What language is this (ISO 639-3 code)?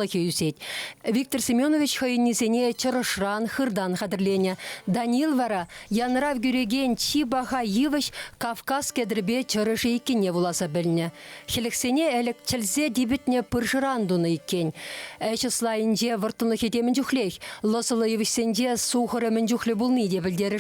chv